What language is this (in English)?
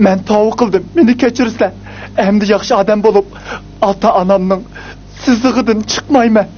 Uyghur